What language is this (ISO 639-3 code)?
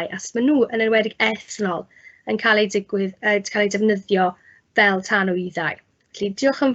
cym